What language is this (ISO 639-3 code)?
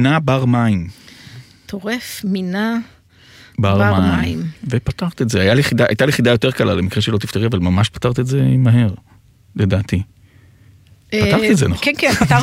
heb